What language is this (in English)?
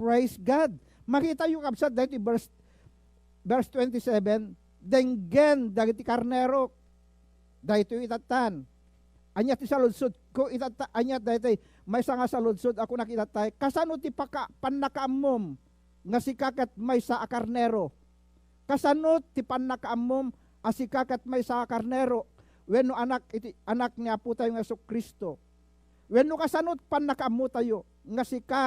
Iloko